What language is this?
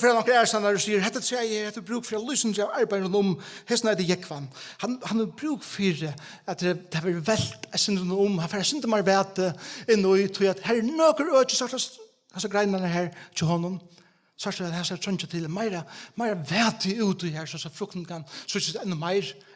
Faroese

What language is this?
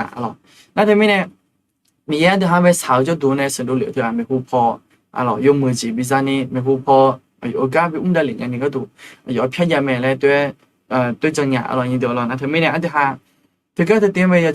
Akha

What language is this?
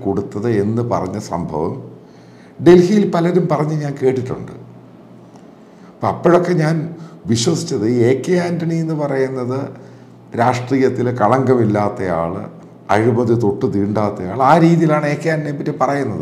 Malayalam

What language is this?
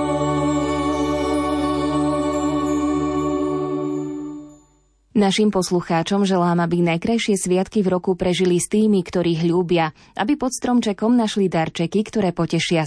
Slovak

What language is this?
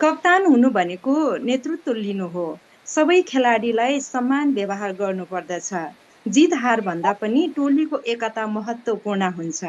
Nepali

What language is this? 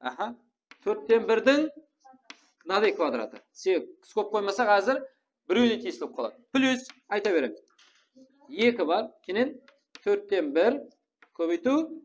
Kara-Kalpak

